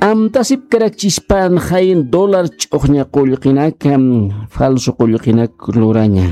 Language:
Aymara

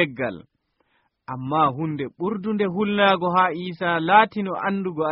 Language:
Nigerian Fulfulde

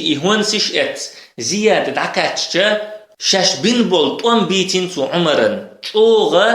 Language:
Chechen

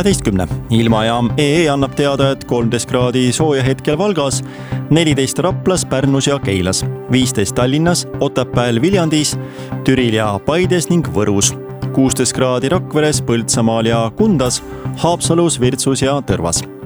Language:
Estonian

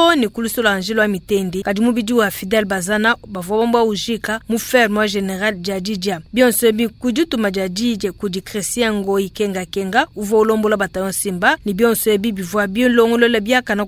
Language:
Luba-Lulua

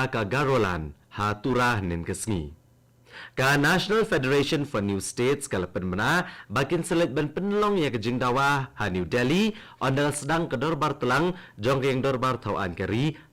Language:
Khasi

